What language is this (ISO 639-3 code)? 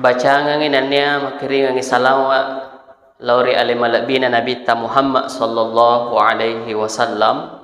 bug